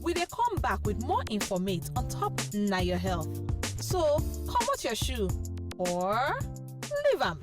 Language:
Nigerian Pidgin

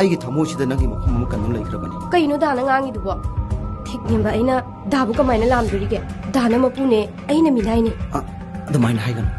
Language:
Manipuri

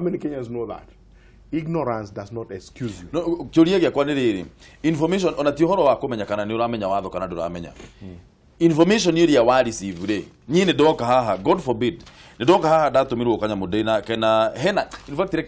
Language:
Kikuyu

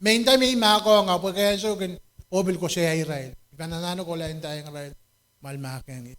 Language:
Pohnpeian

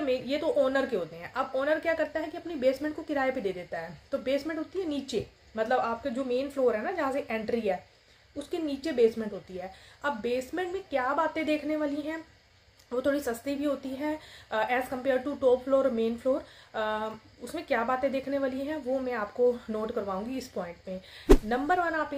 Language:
Hindi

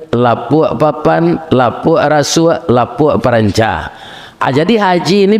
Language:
Minangkabau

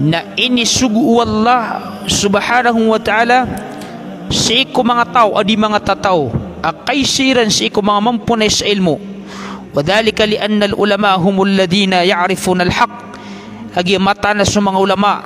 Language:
Maranao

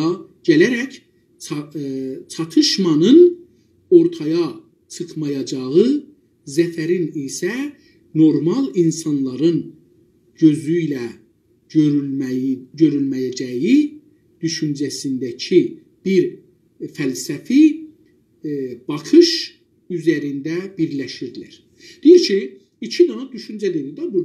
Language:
South Azerbaijani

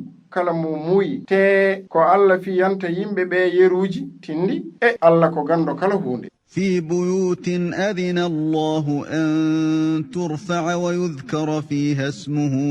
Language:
Fula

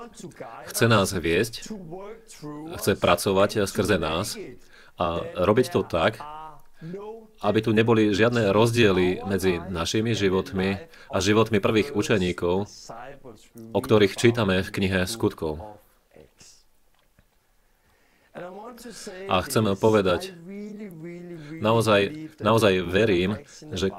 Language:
Slovak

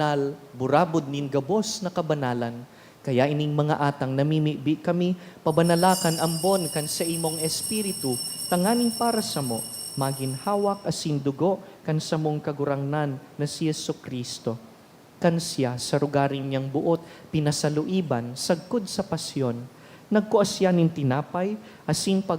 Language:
Bikol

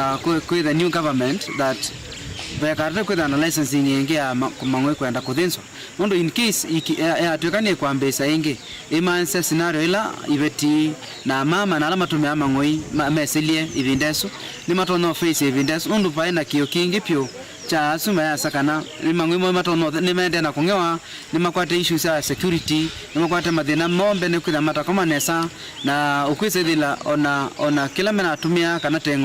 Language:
Kamba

